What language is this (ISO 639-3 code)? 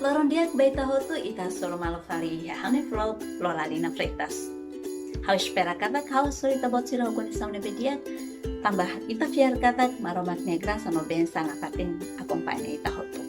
tet